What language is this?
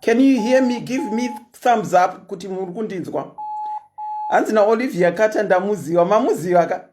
Shona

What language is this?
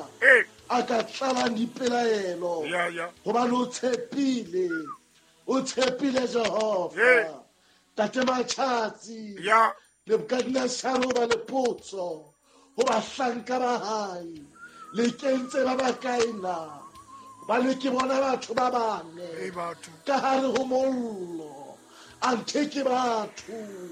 Southern Sotho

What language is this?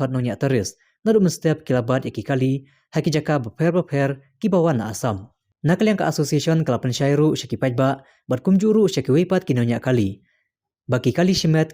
Khasi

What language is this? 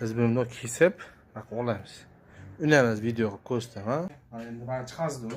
Uzbek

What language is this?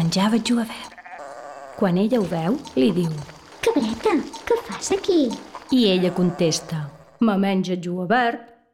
Catalan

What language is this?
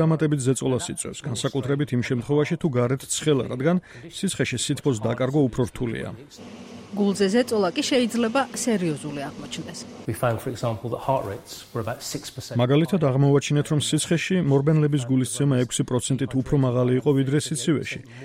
Georgian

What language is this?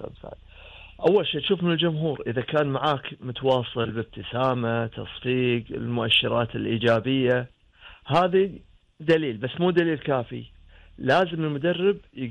Gulf Arabic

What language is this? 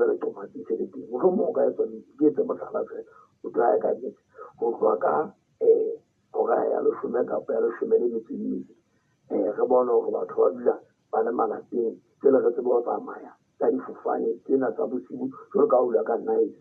Southern Sotho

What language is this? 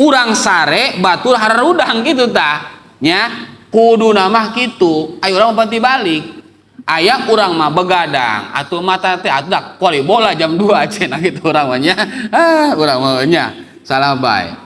Sundanese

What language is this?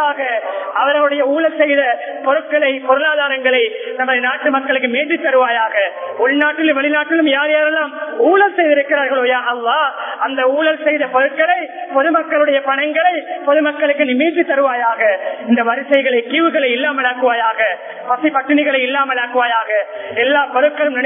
Tamil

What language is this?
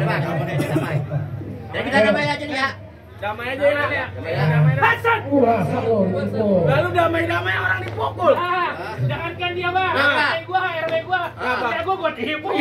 Betawi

